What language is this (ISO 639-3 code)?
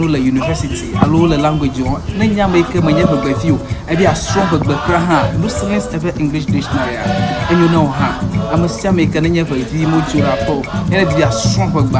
ewe